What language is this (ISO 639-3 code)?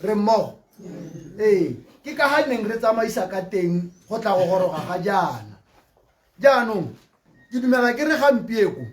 tsn